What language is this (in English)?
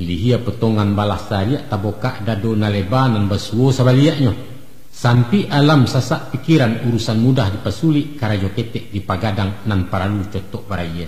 Minangkabau